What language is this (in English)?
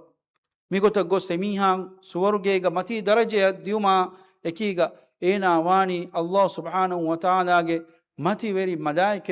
Divehi